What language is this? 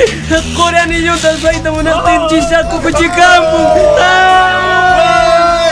Quechua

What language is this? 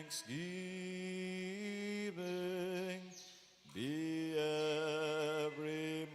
Bikol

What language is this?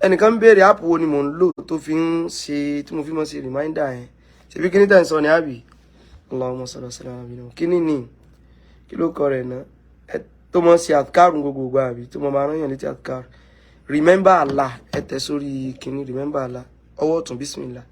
Yoruba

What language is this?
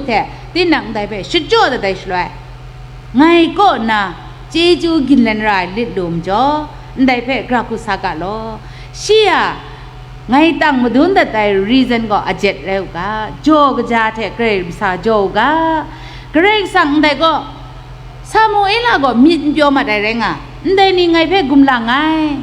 Kachin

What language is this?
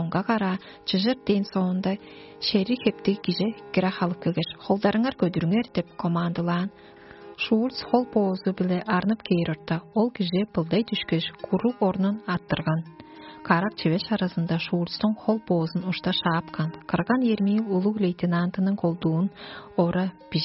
Tuvinian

